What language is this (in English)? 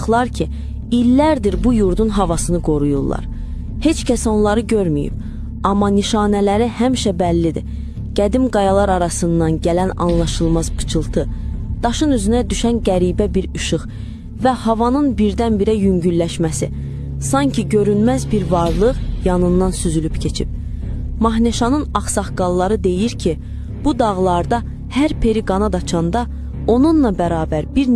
Azerbaijani